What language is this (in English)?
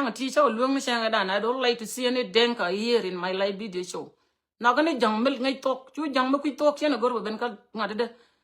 Nuer